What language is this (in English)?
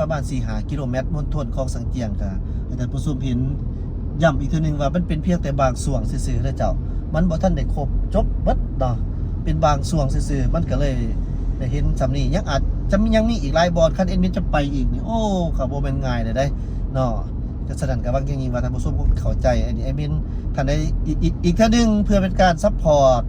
Lao